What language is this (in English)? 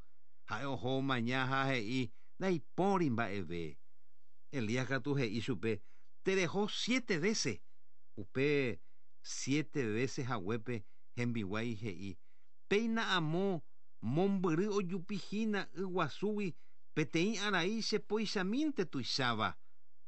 Guarani